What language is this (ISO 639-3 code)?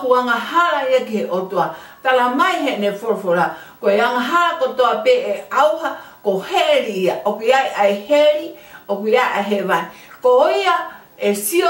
ton